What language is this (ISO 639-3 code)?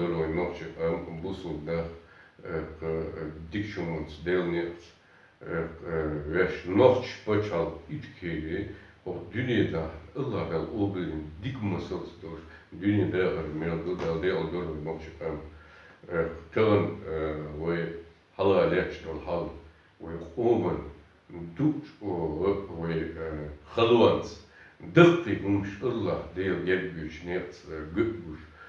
che